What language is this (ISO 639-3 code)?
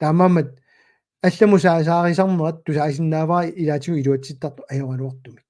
kal